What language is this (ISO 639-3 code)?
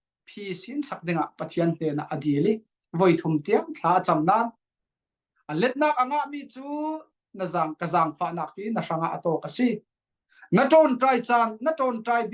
cfm